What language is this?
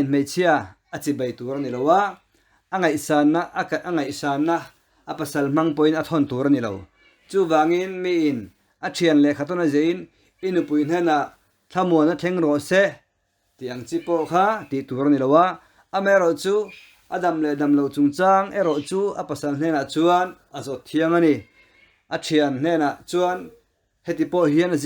Mizo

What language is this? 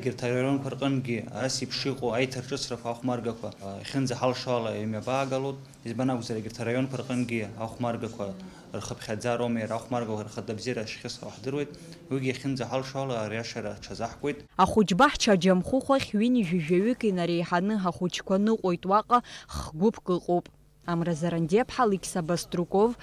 Abkhazian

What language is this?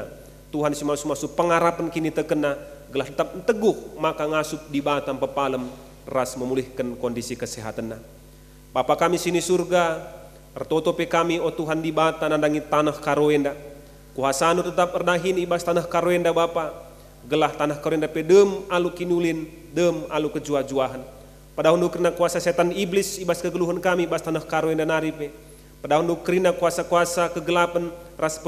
Batak Karo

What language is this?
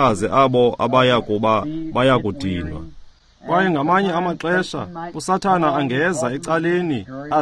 Xhosa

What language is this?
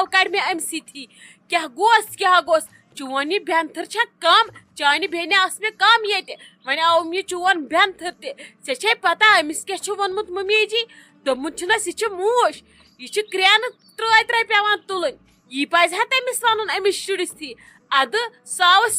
Kashmiri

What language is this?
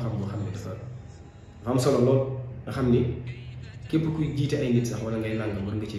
Wolof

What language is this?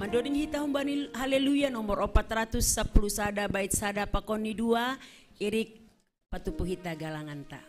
Batak Simalungun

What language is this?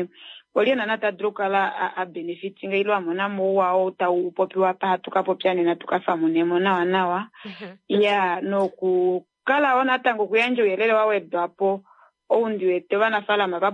Kuanyama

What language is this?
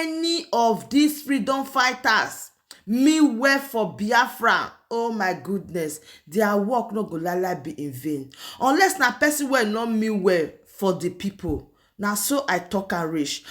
Nigerian Pidgin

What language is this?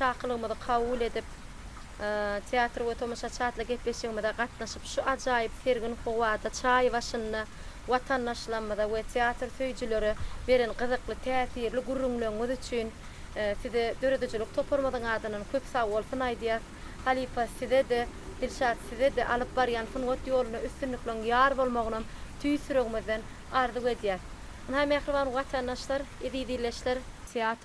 Turkmen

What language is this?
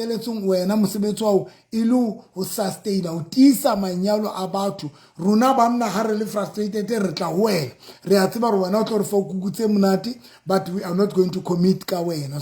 Southern Sotho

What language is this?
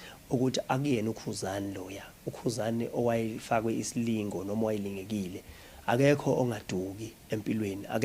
Zulu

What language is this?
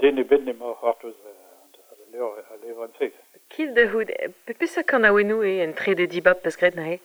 Breton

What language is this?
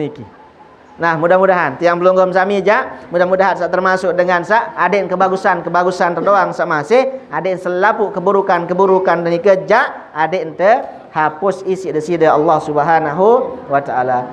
Sasak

